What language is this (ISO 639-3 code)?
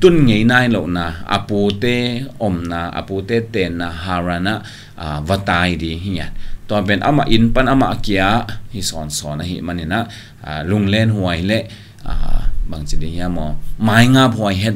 ctd